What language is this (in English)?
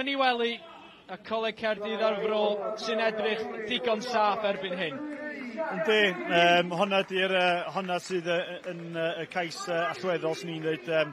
Welsh